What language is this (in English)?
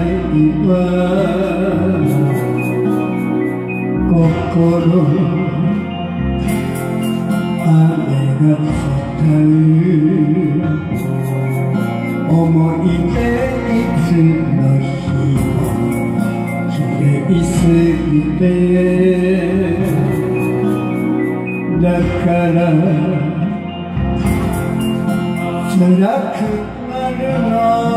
Japanese